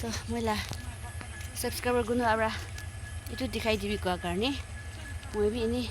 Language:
Naga Pidgin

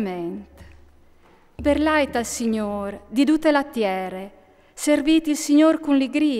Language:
Friulian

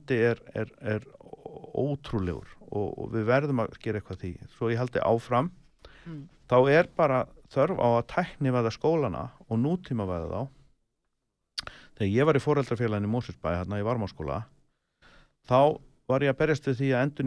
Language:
Icelandic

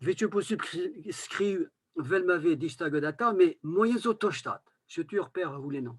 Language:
Breton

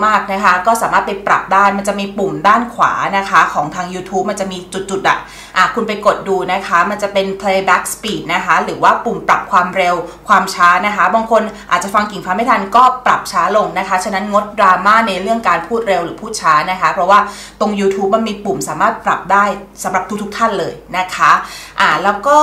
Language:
Thai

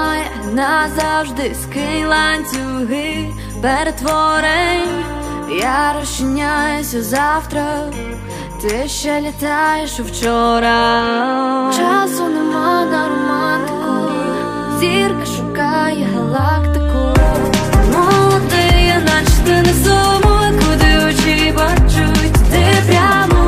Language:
Ukrainian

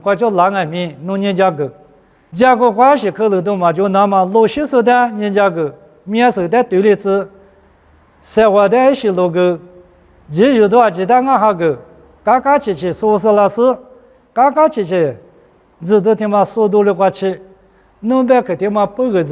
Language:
Lisu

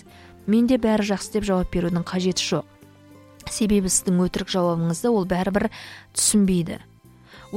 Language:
Kazakh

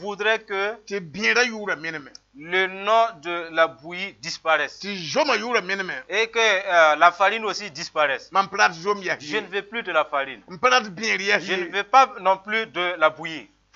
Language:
Mossi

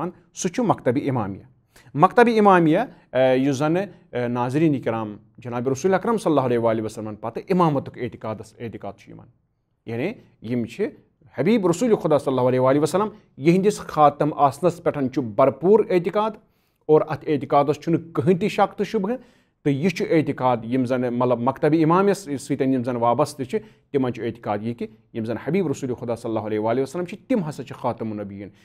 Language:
Kashmiri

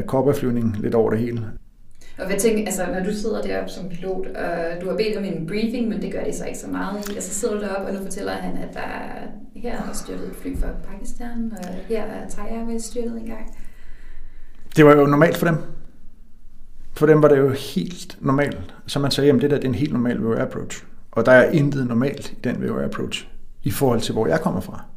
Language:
Danish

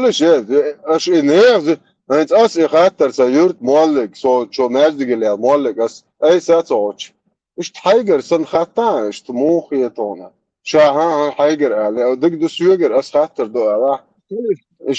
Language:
Chechen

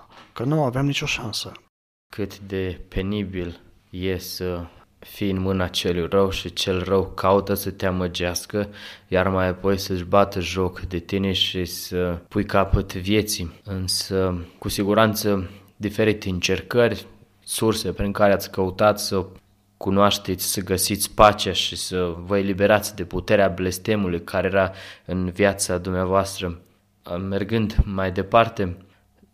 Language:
Romanian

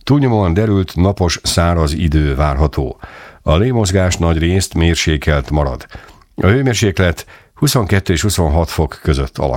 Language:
Hungarian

